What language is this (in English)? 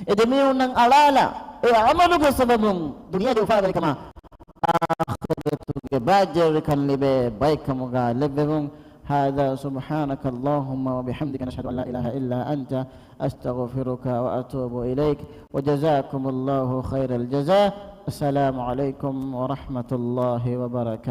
Divehi